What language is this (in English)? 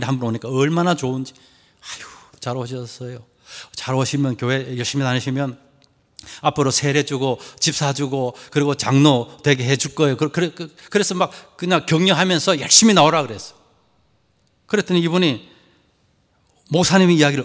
Korean